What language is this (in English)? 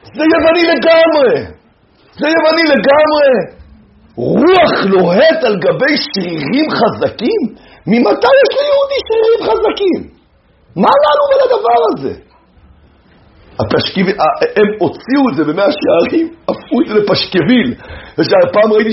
Hebrew